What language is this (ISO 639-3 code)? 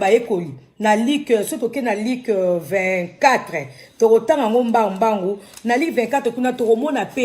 lin